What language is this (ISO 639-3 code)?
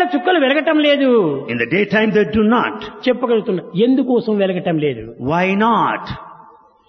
tel